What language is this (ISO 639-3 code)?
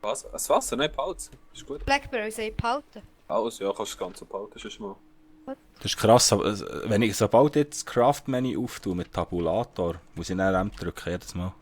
gsw